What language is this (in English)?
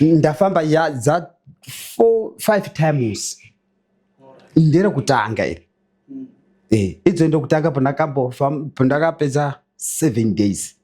Shona